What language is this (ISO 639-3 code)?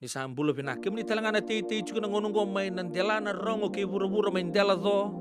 fij